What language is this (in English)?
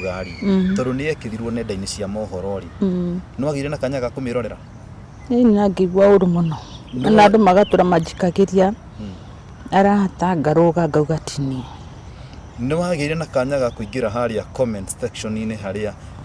Kikuyu